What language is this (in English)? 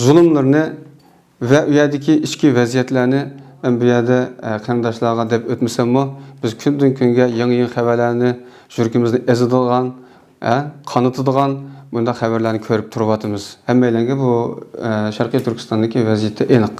Uyghur